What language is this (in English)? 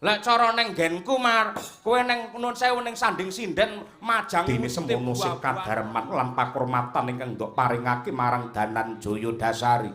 Javanese